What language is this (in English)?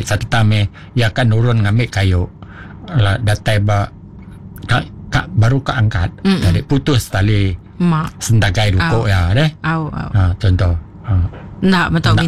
Iban